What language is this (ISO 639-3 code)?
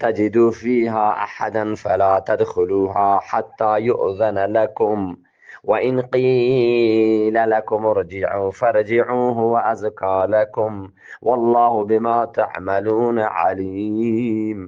bgp